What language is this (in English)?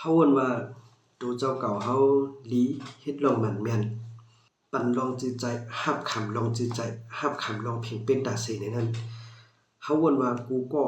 Shan